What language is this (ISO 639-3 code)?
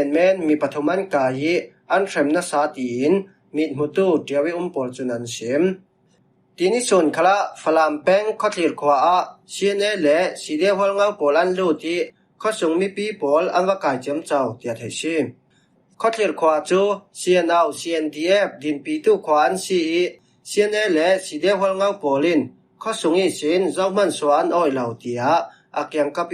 cfm